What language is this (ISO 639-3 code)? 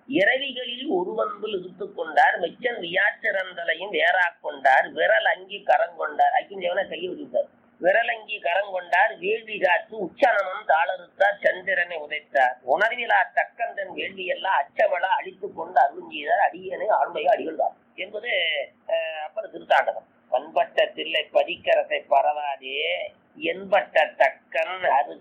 tam